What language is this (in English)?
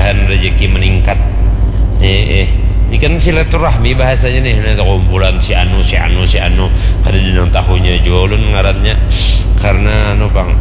Banjar